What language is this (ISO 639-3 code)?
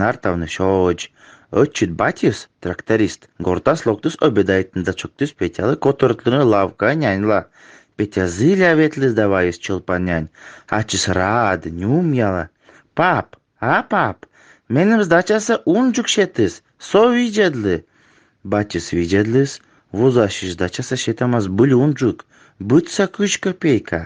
kom